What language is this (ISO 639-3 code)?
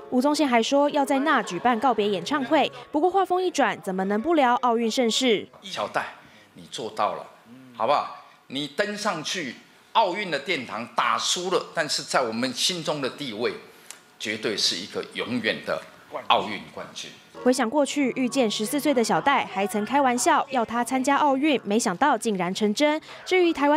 zho